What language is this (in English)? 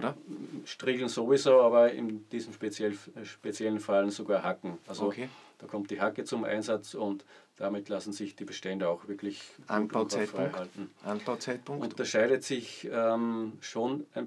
German